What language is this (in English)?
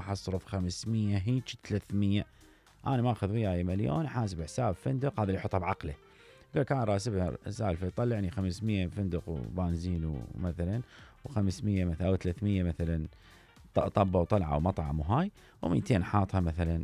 Mesopotamian Arabic